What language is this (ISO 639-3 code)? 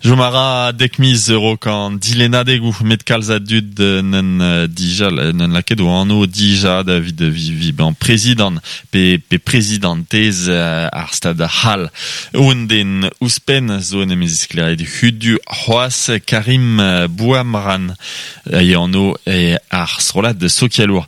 bre